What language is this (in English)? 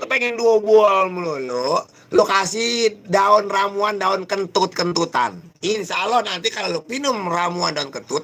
Betawi